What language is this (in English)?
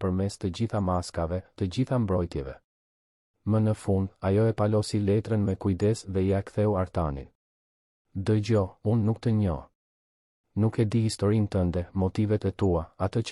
Albanian